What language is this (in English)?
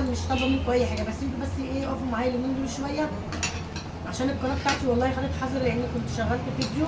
Egyptian Arabic